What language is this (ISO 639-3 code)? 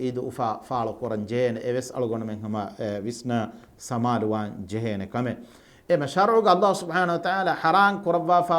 div